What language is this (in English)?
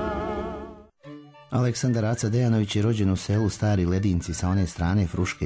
Serbian